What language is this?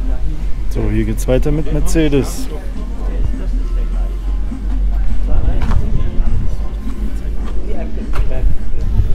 German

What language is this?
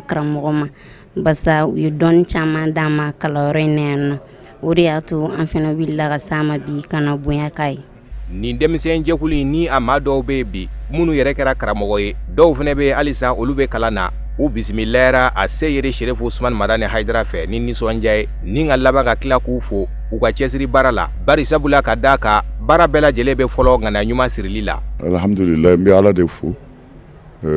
Bambara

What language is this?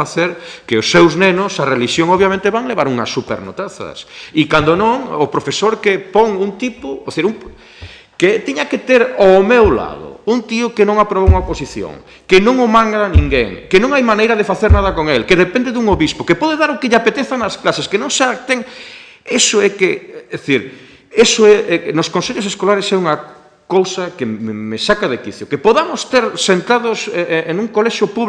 Galician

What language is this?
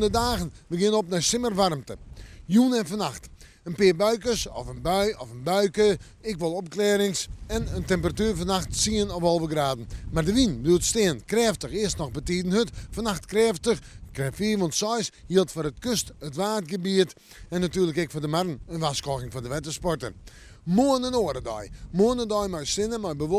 Western Frisian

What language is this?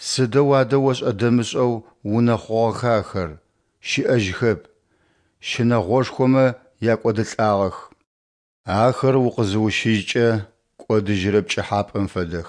Adyghe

